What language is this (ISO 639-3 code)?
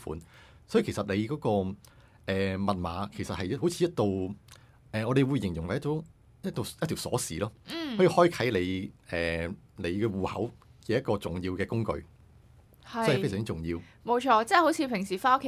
yue